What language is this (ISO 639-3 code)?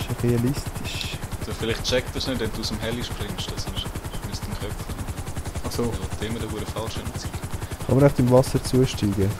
gsw